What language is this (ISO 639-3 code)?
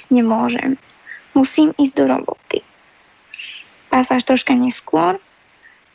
slk